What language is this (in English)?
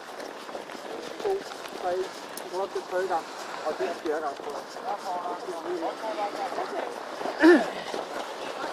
Danish